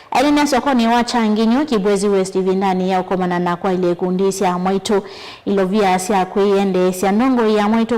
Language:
Kamba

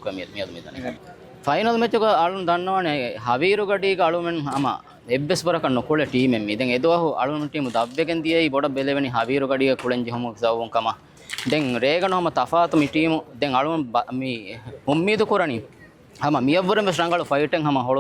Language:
Divehi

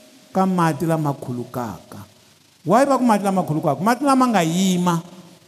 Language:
Tsonga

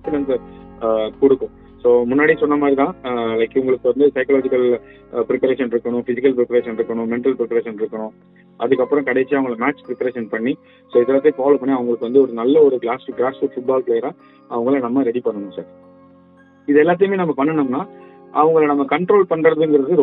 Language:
Tamil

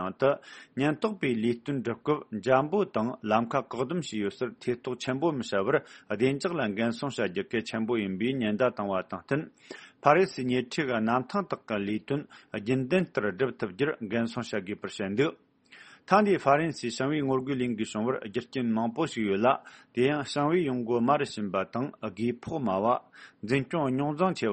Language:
Tibetan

